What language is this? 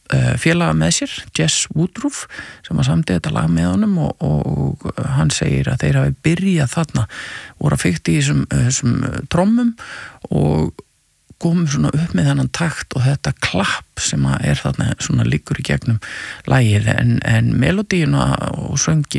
Icelandic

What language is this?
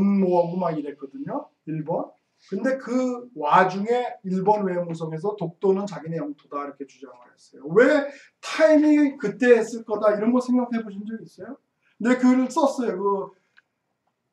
Korean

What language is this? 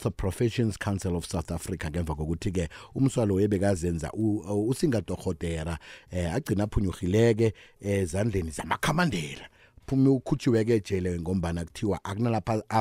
South Ndebele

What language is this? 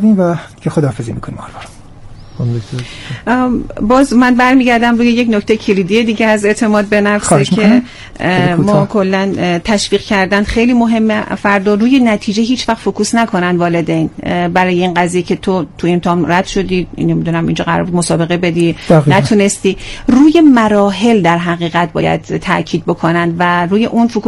Persian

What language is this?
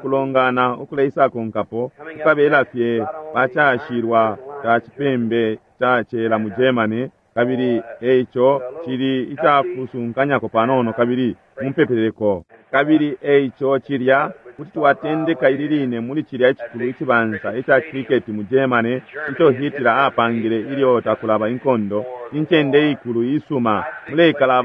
Bemba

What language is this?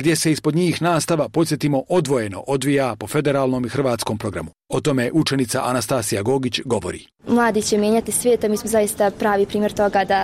Bosnian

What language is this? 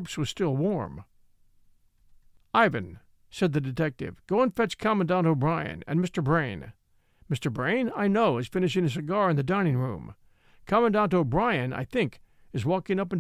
English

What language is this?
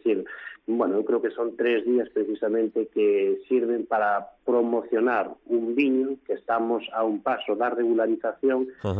Galician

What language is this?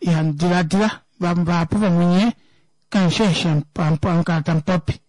Kuanyama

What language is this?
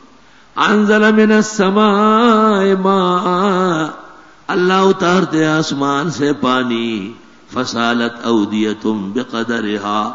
Urdu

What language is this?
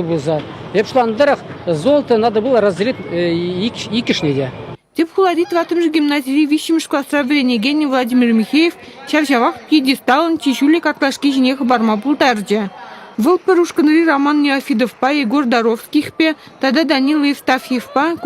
Chuvash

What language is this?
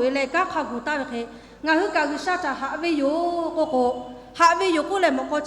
Lahu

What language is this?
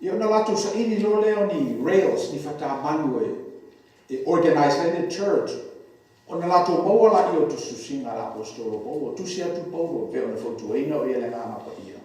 Samoan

